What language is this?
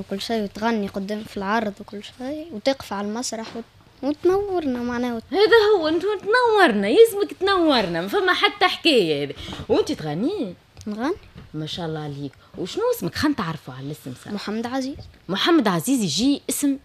Tunisian Arabic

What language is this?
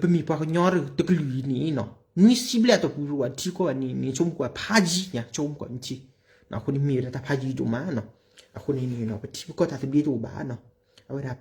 S'gaw Karen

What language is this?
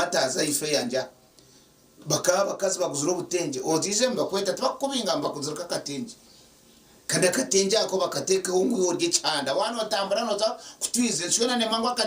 Nyankole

